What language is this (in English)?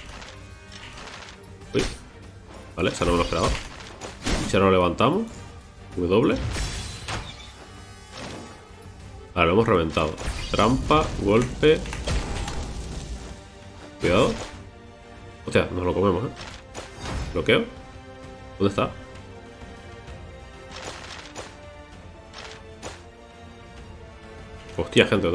Spanish